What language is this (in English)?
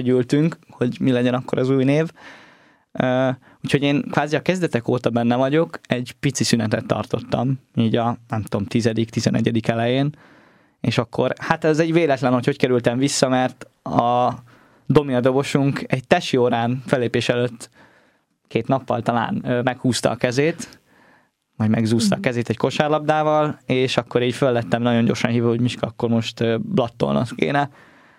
Hungarian